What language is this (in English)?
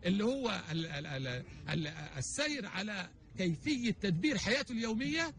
North Levantine Arabic